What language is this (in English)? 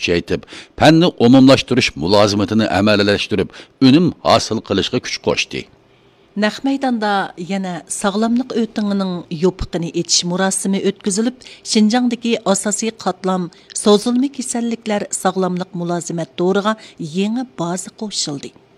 Uyghur